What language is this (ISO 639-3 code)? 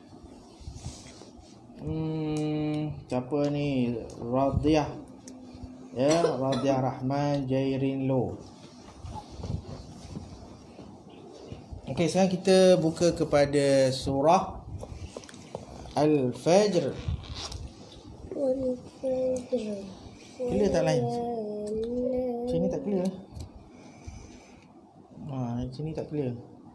msa